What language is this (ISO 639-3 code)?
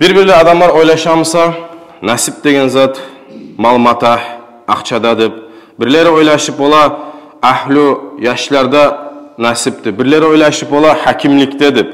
kum